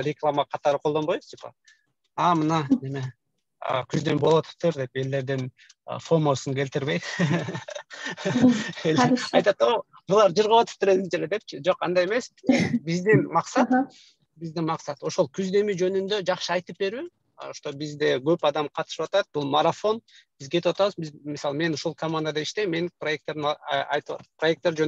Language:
Kyrgyz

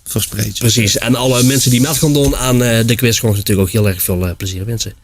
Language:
Limburgish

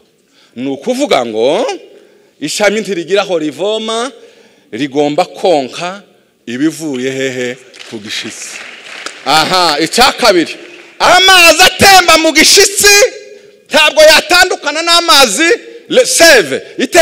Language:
Kinyarwanda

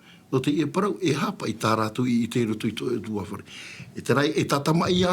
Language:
Tahitian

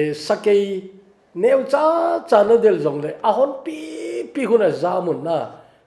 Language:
Thado Chin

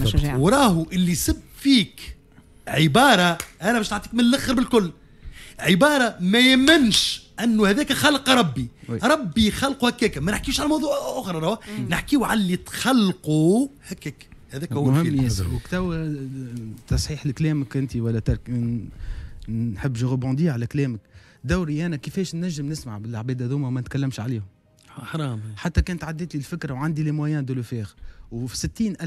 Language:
Tunisian Arabic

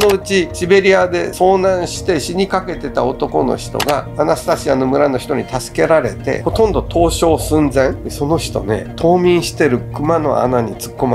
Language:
Japanese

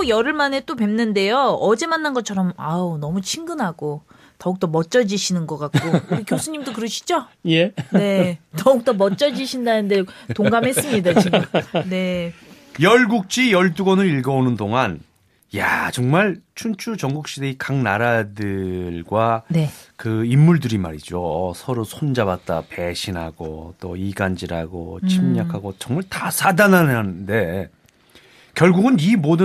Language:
Korean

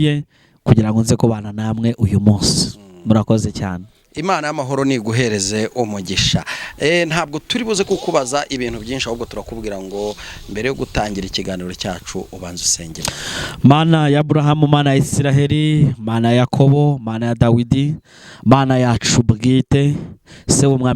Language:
Kinyarwanda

